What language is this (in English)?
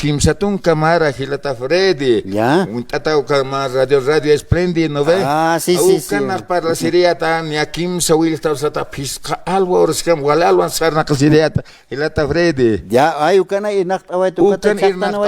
Aymara